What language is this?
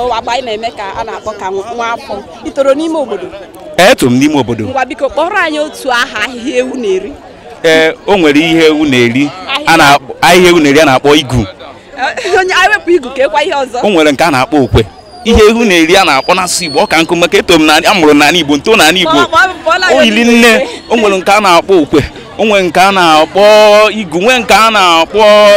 Igbo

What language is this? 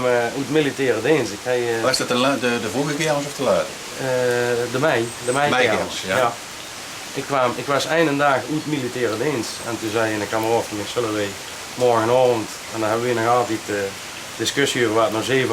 Limburgish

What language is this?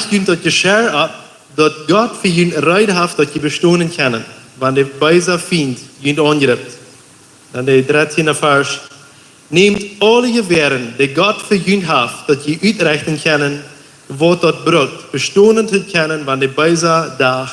Plautdietsch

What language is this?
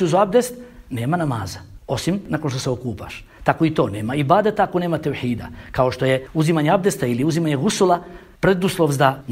Bosnian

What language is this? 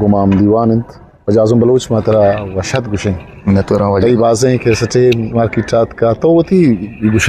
Eastern Balochi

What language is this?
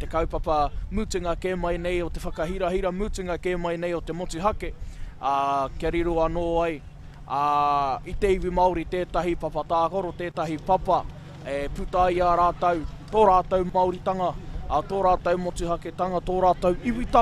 Māori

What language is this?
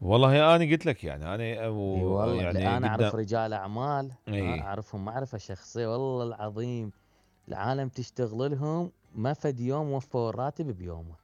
Mesopotamian Arabic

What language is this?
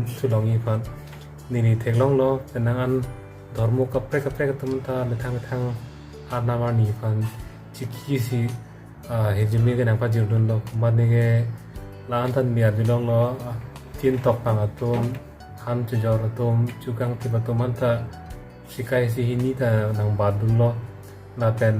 Karbi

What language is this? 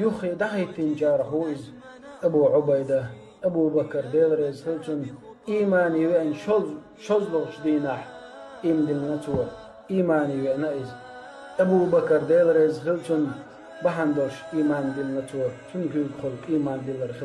Chechen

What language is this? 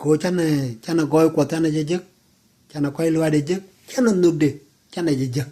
Nuer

